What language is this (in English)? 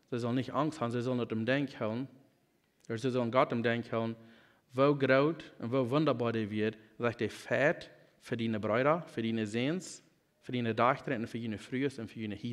Plautdietsch